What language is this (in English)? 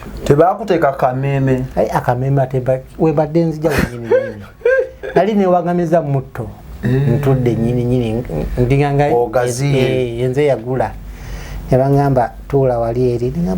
Ganda